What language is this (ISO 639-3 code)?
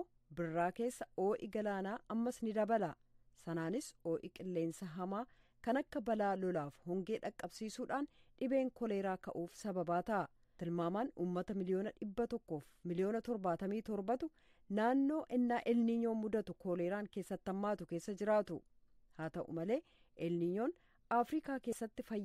orm